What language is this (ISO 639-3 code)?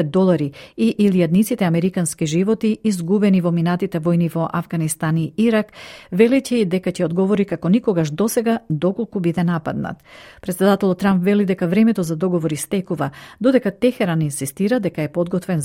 mkd